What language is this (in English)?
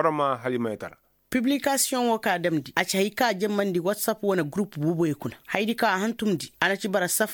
Koyraboro Senni